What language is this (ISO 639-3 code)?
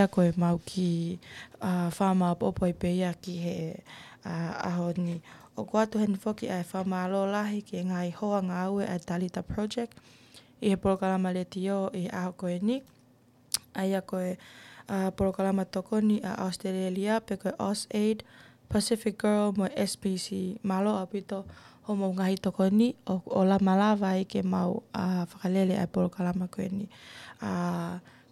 ton